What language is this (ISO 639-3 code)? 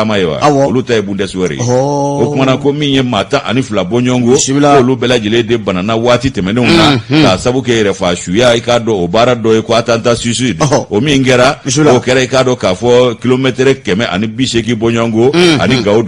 bam